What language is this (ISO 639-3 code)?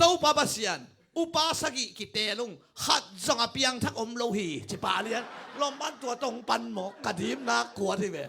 ctd